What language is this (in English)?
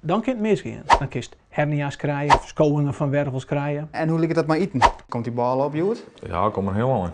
Western Frisian